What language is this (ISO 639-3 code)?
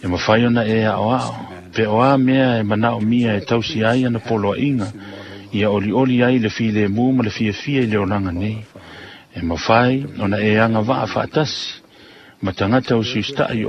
smo